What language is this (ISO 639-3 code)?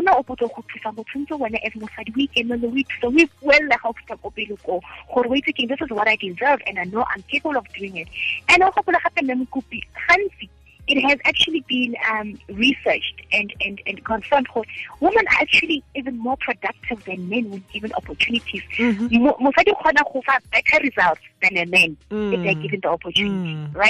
tsn